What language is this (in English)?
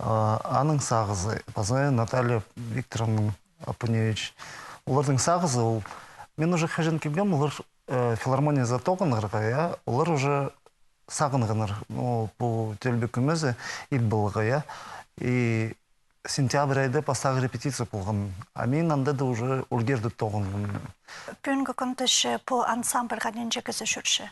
Khakas